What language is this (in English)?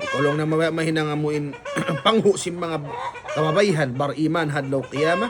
Tausug